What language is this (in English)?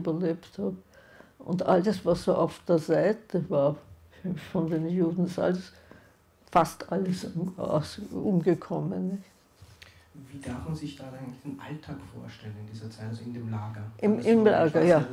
German